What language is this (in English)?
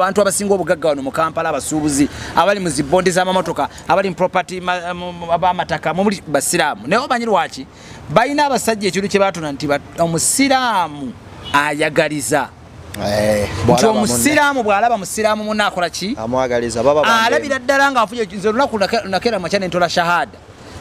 Ganda